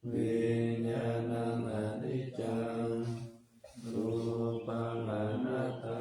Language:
Pali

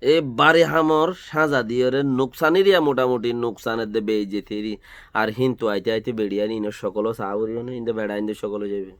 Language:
Rohingya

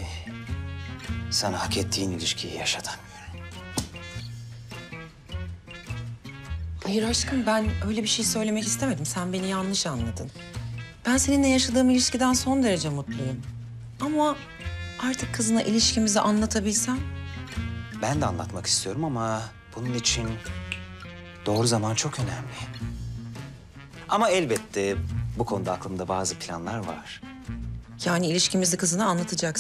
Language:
Turkish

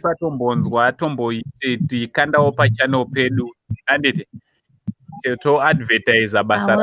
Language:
Shona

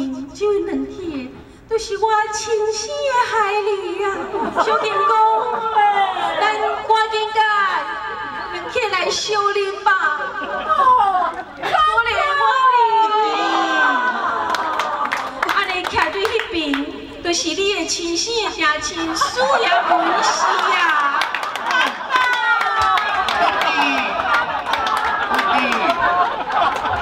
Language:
Min Nan Chinese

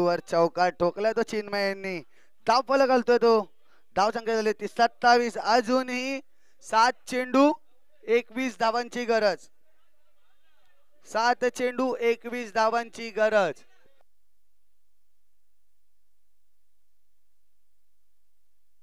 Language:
Marathi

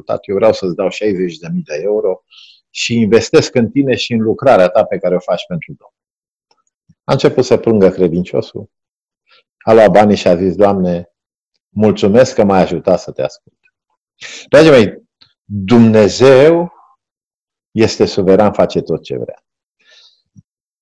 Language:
Romanian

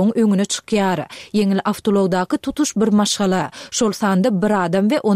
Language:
Turkmen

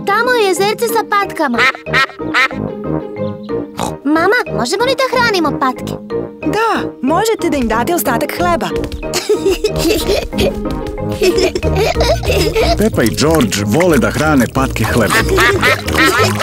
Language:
Serbian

